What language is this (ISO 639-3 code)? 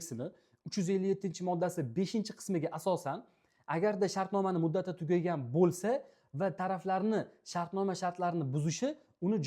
uzb